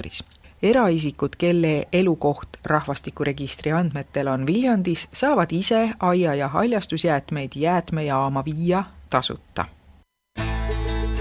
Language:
Estonian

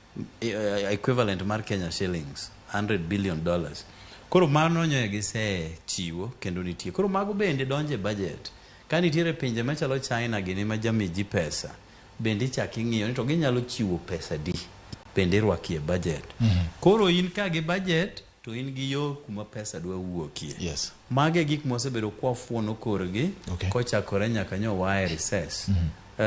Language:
Luo (Kenya and Tanzania)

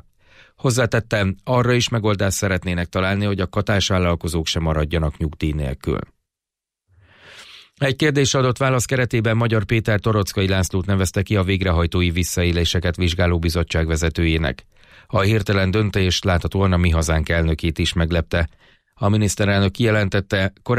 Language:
Hungarian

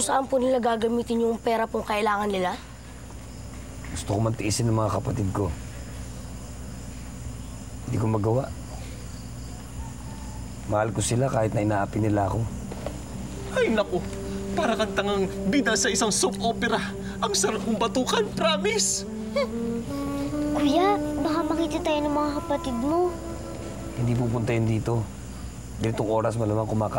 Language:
Filipino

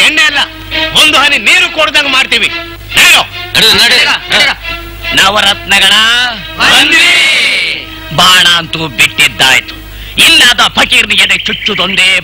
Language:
Kannada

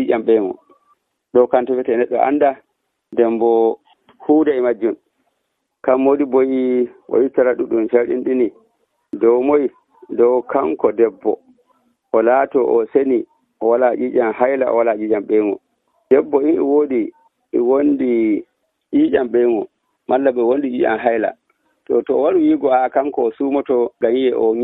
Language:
Nigerian Fulfulde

